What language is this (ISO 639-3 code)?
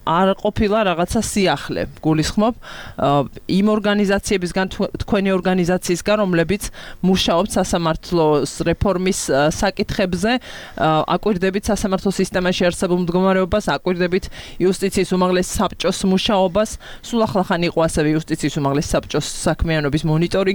kat